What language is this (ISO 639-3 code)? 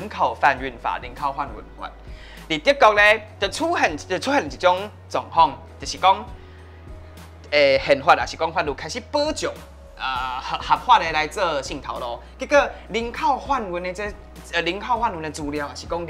nan